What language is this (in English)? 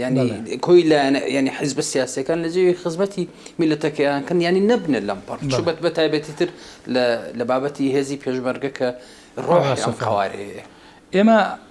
Central Kurdish